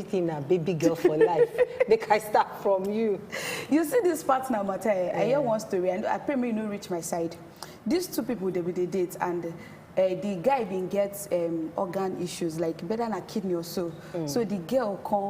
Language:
Nigerian Pidgin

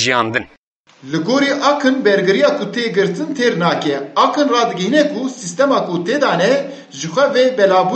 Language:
Kurdish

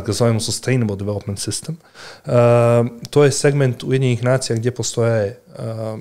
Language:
Serbian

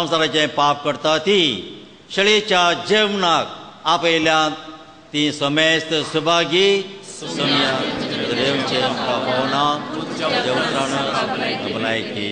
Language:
Konkani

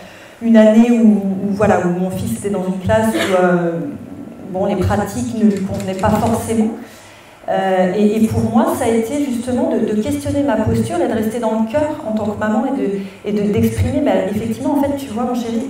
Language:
French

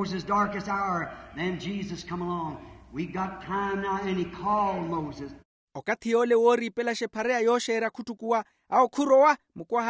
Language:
Makhuwa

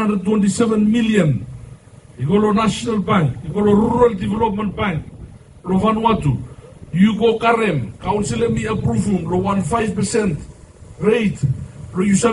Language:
Bislama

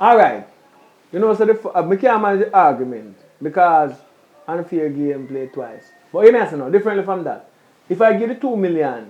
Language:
Jamaican Creole English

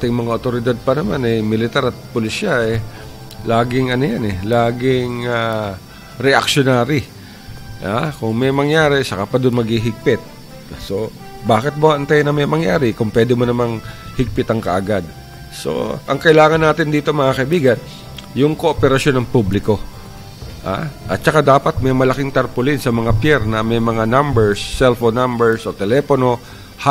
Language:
Filipino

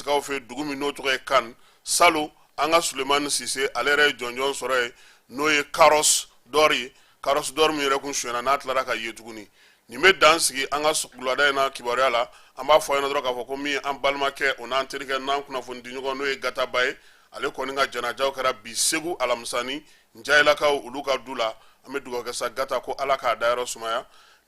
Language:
Bambara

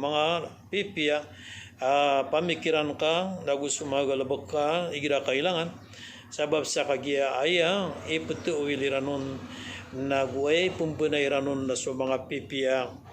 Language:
Maranao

